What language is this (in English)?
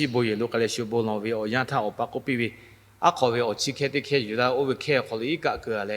Lahu